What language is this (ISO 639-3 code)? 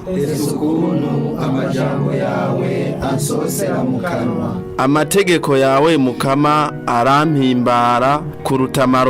run